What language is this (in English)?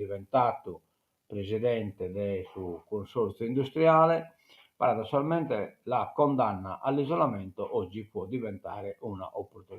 Sardinian